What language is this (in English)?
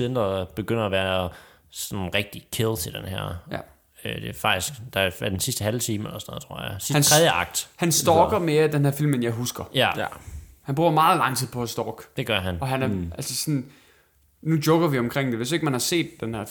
Danish